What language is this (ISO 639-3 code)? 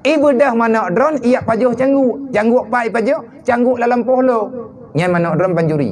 ace